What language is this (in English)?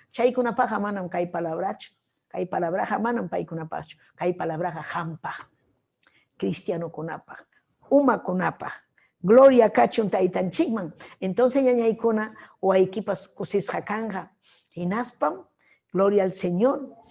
Ayacucho Quechua